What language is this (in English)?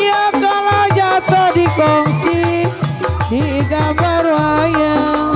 Betawi